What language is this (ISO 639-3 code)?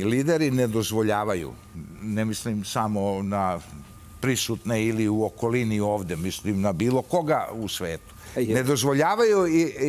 srp